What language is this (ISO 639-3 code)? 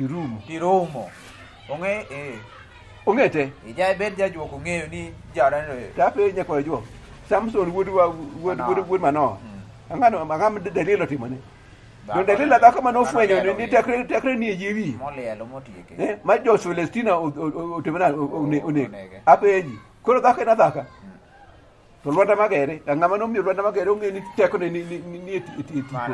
luo